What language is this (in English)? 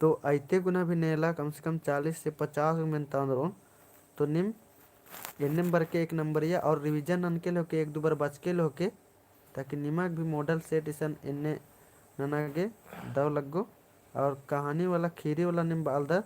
Kurukh